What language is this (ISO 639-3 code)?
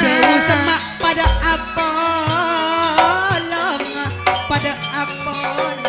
mad